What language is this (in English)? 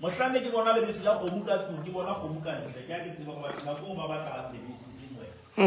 Southern Sotho